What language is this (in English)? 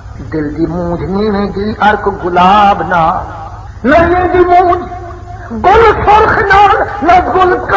Saraiki